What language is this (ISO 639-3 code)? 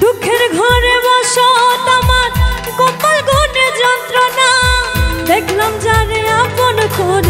ben